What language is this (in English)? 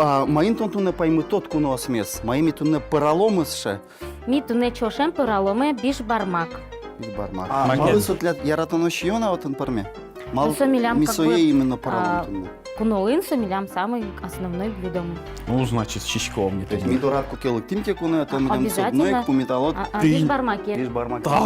Udmurt